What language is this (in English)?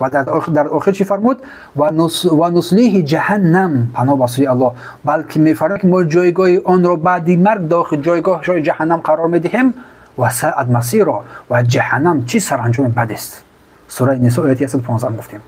Tajik